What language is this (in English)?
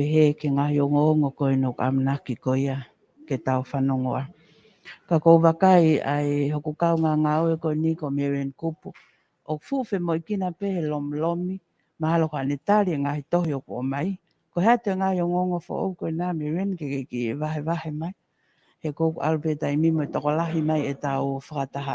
Tongan